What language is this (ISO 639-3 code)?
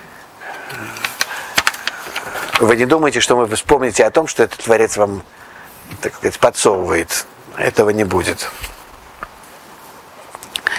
rus